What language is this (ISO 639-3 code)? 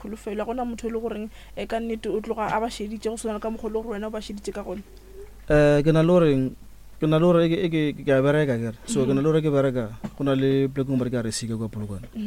nso